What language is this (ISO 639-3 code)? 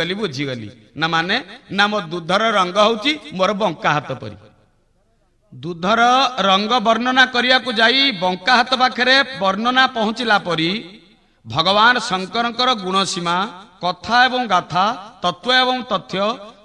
ori